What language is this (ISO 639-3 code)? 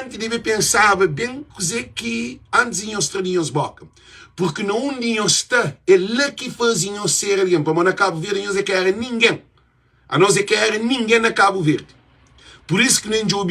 kea